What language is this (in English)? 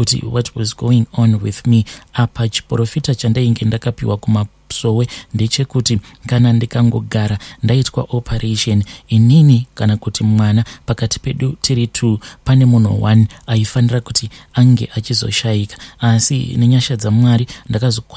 Shona